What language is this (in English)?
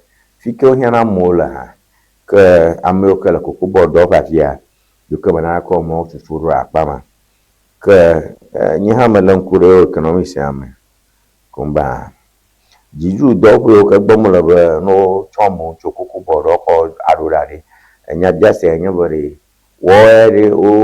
Ewe